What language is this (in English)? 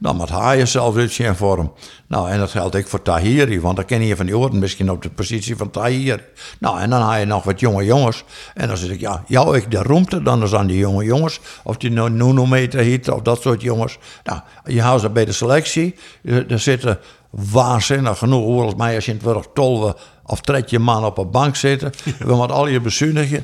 Western Frisian